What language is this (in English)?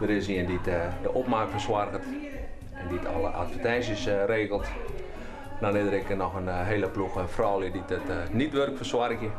Western Frisian